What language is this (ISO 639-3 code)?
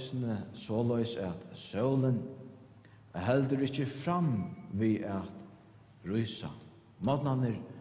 fao